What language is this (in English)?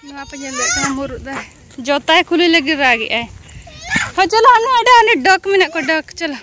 Santali